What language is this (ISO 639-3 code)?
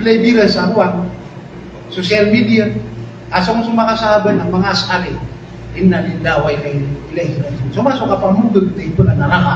mrw